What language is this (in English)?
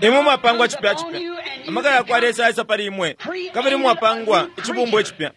Bemba